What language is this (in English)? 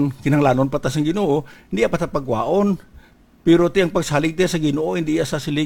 Hiligaynon